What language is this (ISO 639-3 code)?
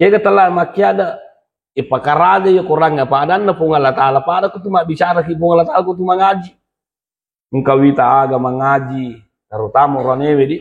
bug